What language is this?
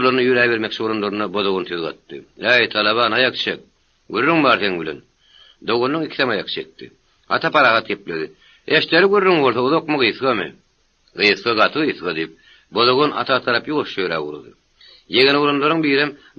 Turkmen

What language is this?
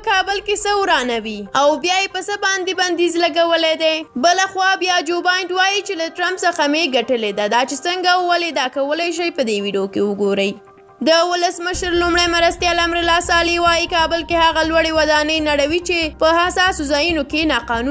Pashto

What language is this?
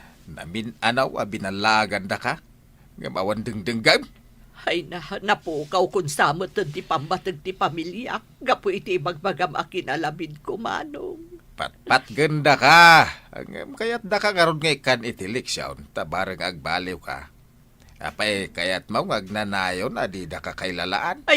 Iloko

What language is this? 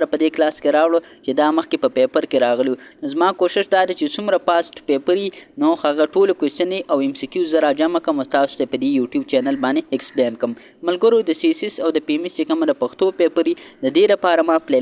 Pashto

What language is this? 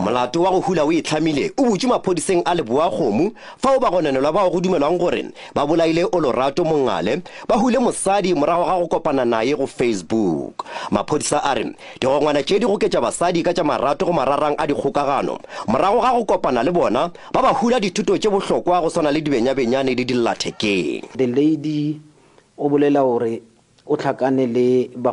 Northern Sotho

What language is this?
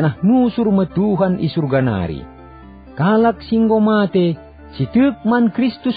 Batak Karo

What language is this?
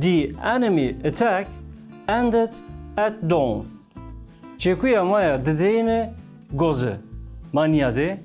Zaza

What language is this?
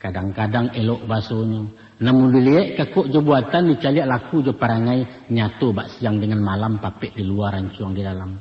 Minangkabau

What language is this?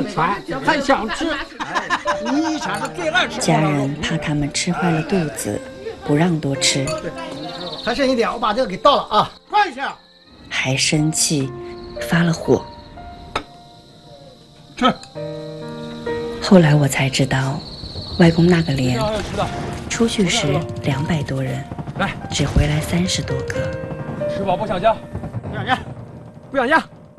Chinese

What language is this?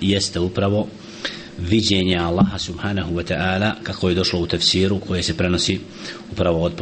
Bosnian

